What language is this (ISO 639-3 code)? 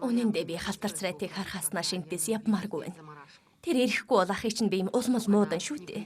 mon